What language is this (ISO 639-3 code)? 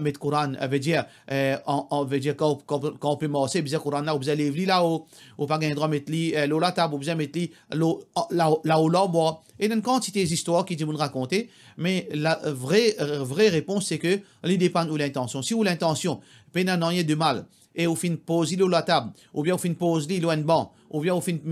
mfe